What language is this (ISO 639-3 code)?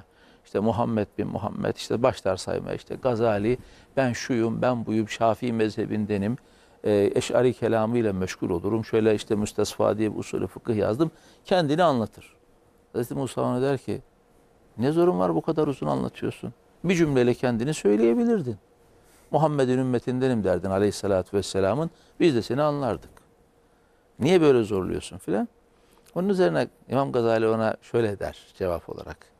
tur